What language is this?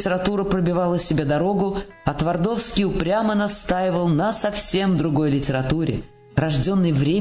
Russian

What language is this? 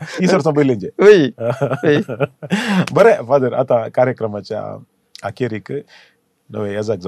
Konkani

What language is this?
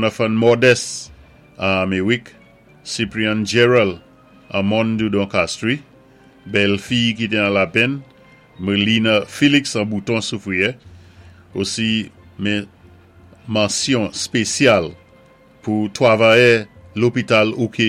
Saint Lucian Creole French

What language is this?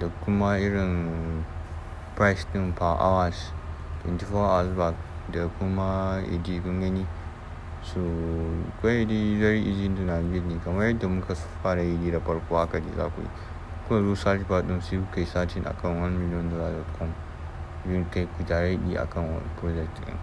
Hausa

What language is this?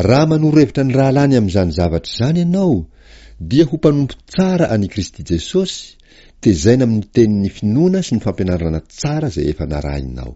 Malagasy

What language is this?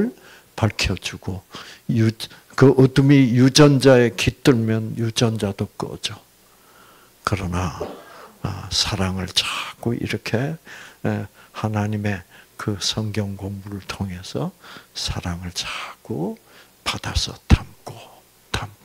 Korean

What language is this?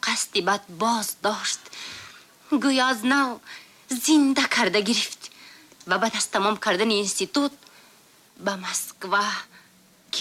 Tajik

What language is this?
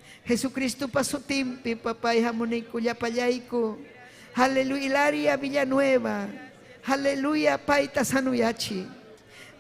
Ayacucho Quechua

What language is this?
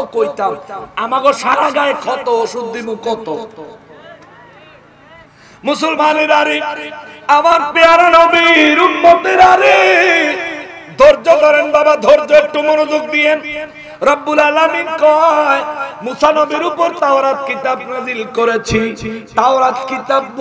Bangla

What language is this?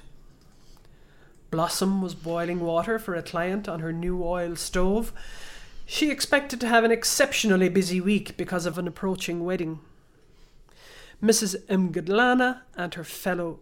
English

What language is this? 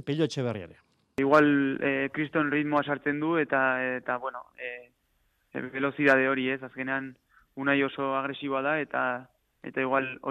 Basque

